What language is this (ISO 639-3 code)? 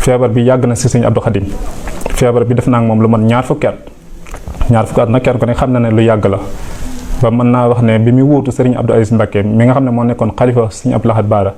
wol